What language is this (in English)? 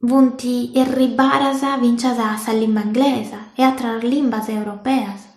Sardinian